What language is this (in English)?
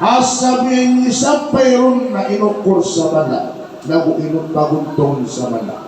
Maranao